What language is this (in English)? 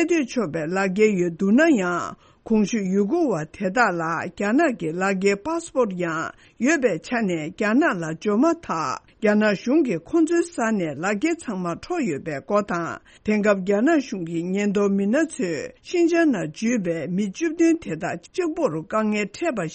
Tibetan